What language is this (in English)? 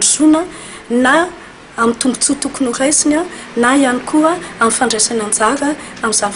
Malagasy